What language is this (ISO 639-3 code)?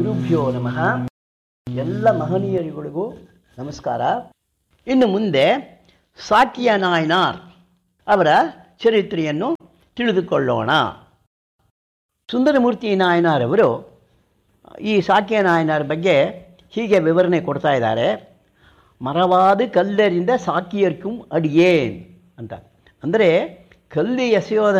kan